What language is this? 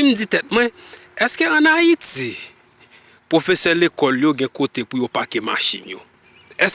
Haitian Creole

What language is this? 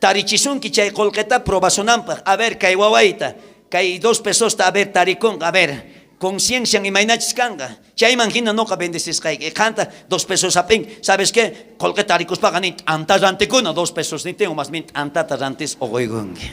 South Bolivian Quechua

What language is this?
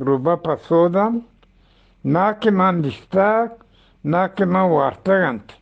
Eastern Balochi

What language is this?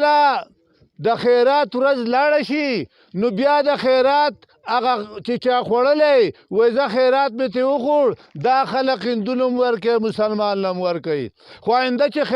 Pashto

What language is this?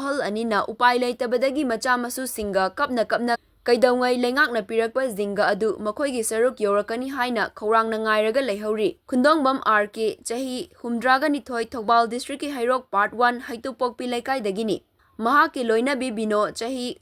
Manipuri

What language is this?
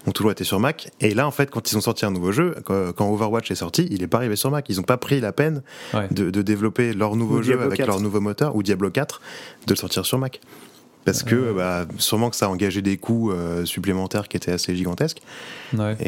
French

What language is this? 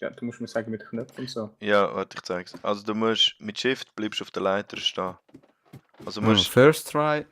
Swiss German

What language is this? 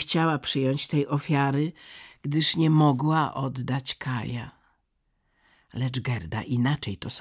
Polish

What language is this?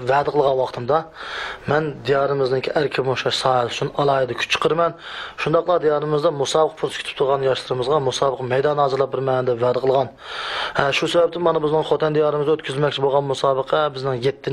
Uyghur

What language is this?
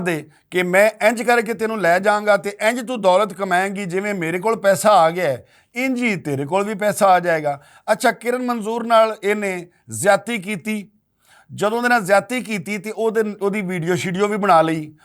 Western Panjabi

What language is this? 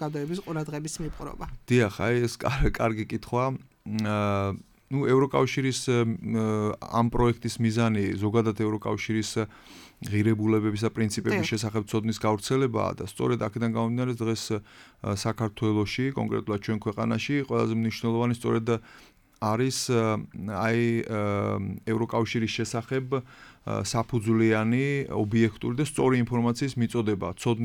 Georgian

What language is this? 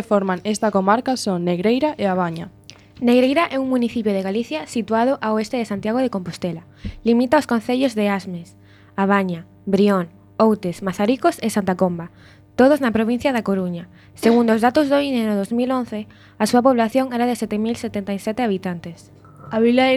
Galician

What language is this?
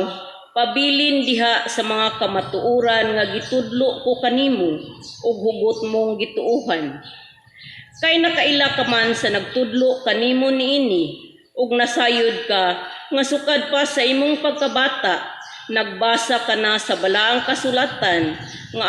Cebuano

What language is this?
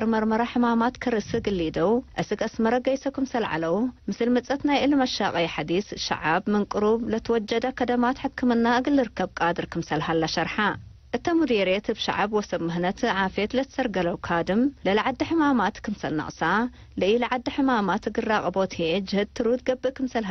Tigre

